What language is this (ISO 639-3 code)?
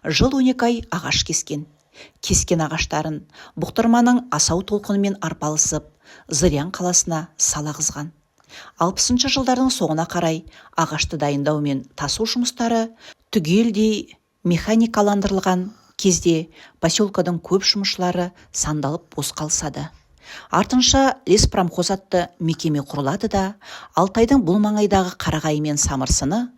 kaz